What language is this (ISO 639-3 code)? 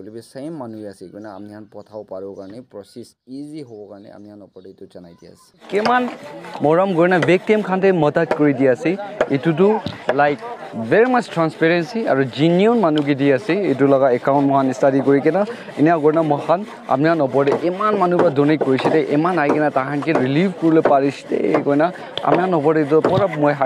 nag